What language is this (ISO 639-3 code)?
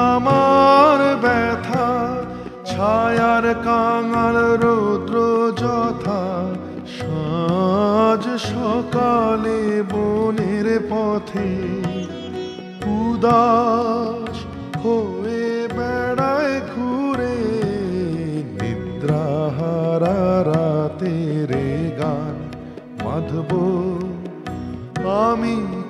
ben